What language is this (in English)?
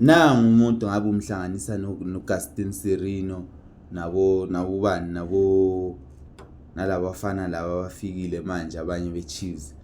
Zulu